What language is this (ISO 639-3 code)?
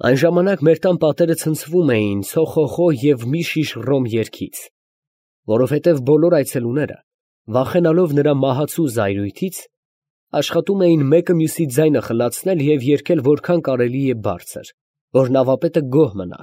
hye